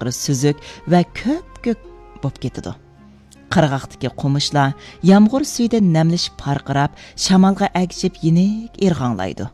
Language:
Uyghur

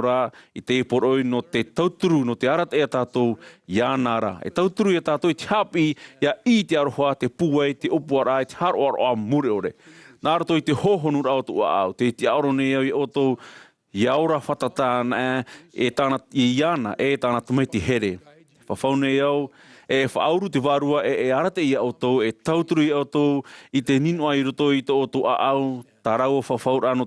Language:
Tahitian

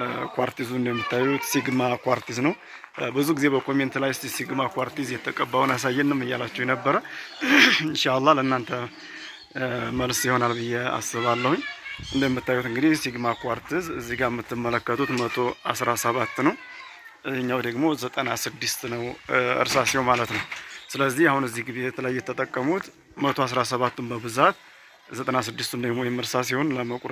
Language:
Amharic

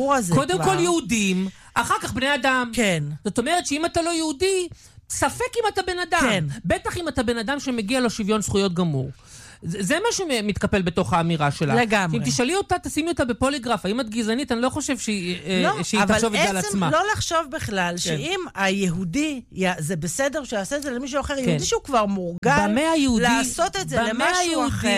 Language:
Hebrew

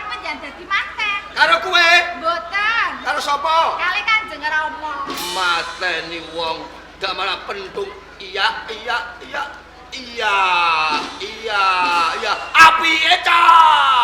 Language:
Javanese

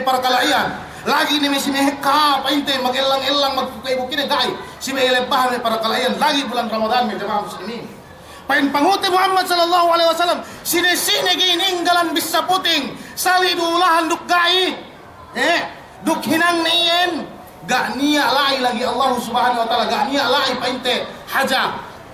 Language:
Yakan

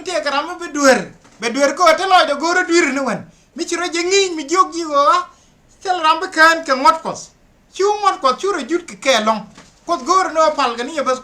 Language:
Nuer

